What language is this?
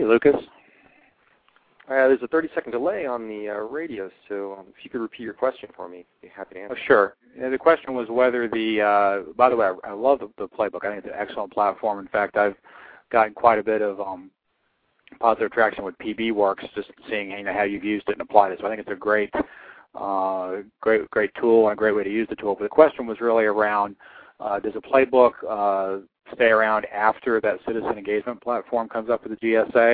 English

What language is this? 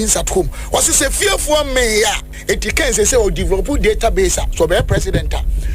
Akan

